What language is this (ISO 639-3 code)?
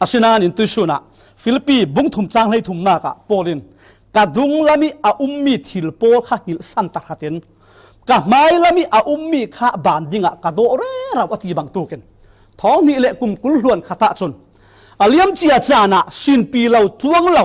cfm